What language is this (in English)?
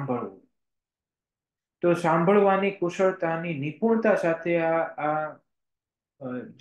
Gujarati